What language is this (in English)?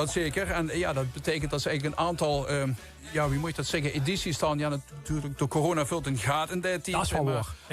Limburgish